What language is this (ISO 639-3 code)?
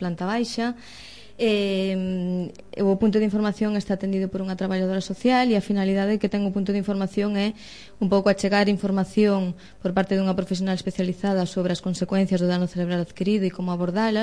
glg